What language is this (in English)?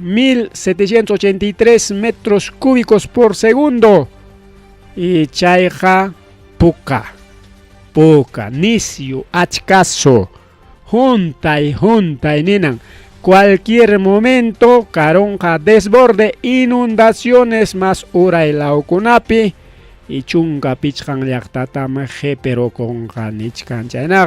Ayacucho Quechua